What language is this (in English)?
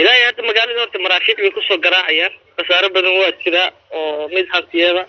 Somali